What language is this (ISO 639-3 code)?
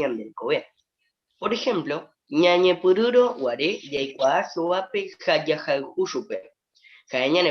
grn